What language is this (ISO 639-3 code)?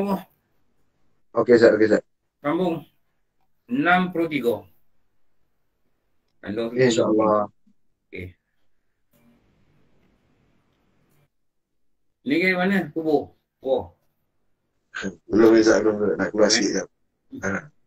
msa